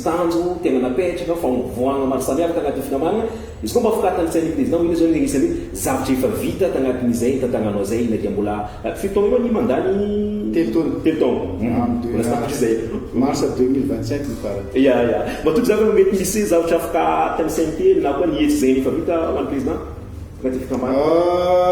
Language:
Malagasy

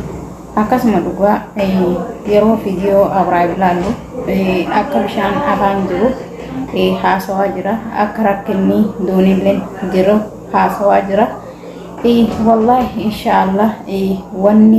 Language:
Oromo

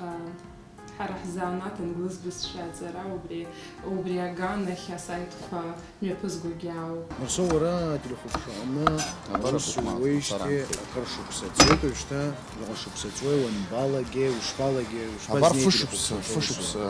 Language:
Abkhazian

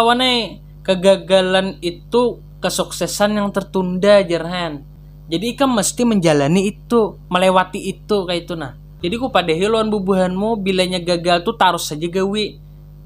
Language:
Banjar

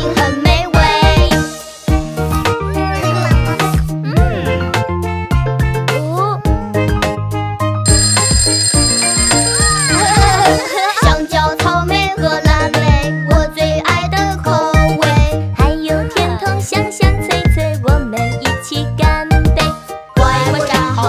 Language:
Chinese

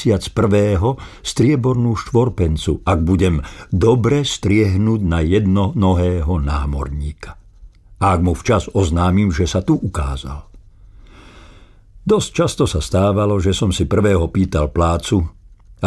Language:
Slovak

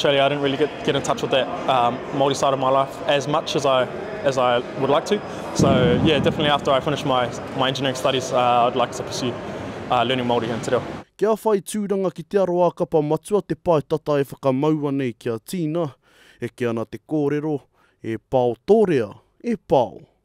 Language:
Māori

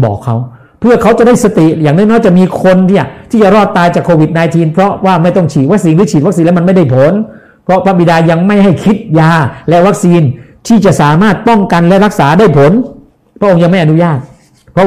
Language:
Thai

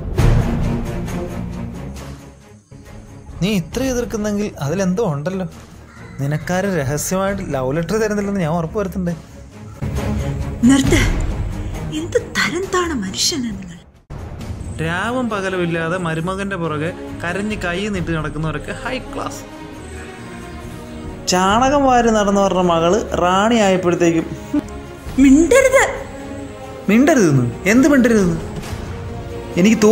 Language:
Malayalam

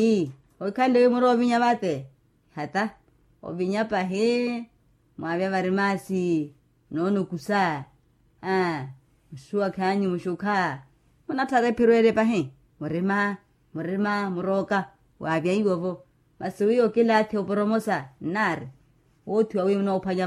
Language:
Makhuwa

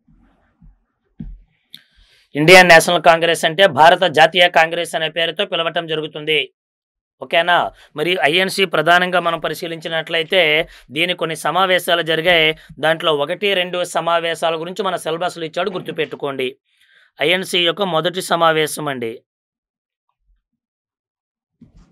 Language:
Telugu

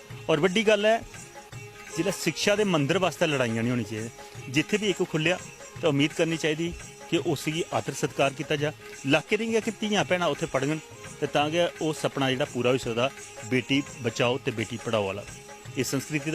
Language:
Dogri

